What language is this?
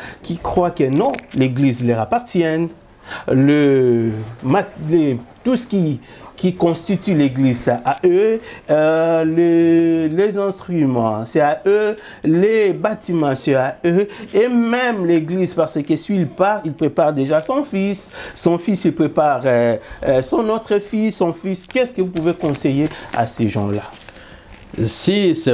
French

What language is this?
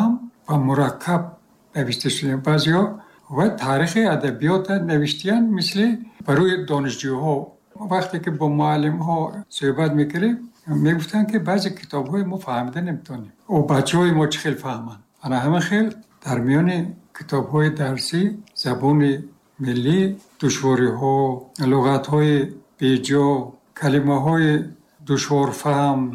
Tajik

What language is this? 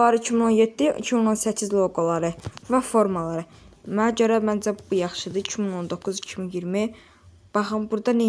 Azerbaijani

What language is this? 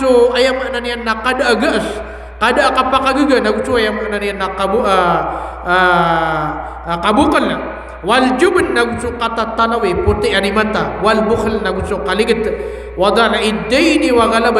Maranao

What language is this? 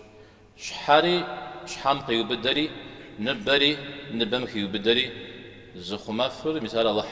Kabardian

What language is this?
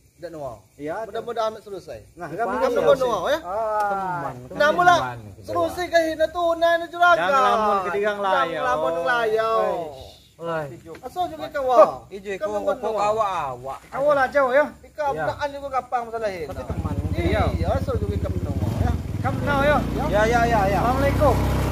Lampung Nyo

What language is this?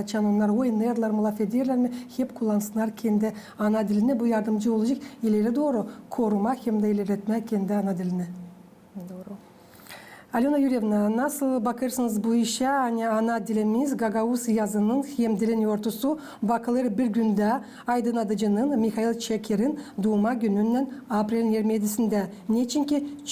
Gagauz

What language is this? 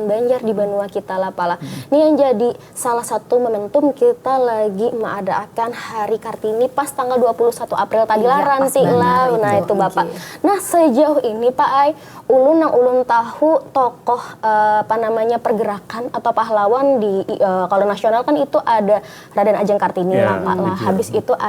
Banjar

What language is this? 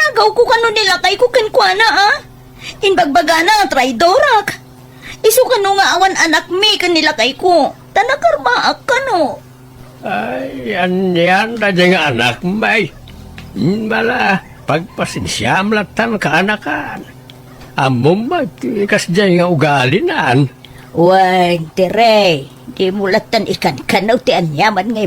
Iloko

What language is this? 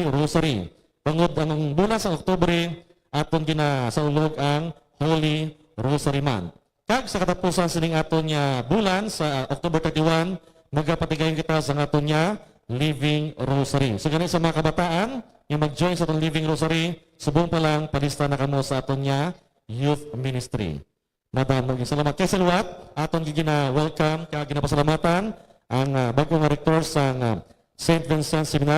Hiligaynon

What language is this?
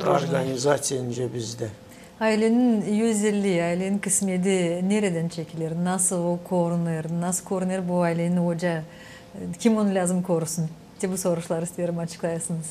Gagauz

